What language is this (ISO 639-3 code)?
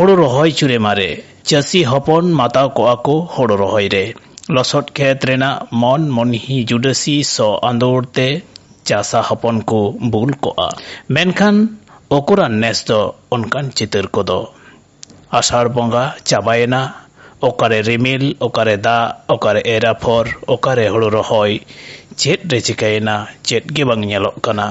sat